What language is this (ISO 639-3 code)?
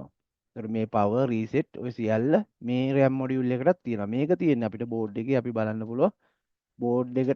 sin